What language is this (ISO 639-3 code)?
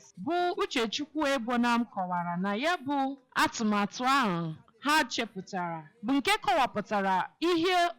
ibo